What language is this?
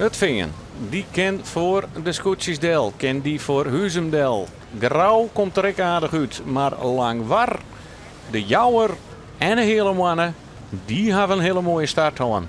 Western Frisian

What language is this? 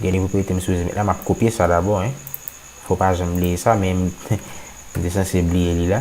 Haitian Creole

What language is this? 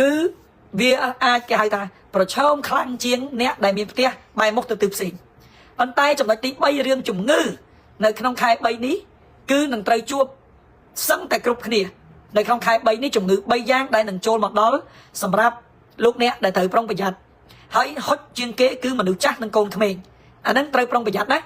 Khmer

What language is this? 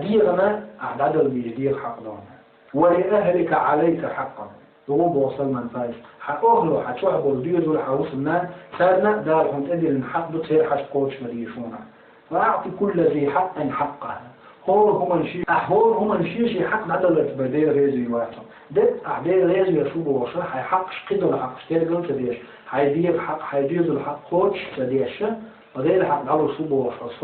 Chechen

